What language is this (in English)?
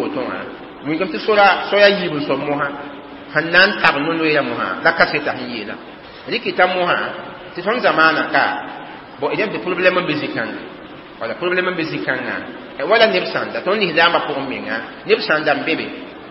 Mossi